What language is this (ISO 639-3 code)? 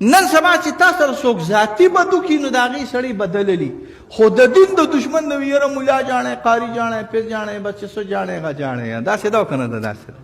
pus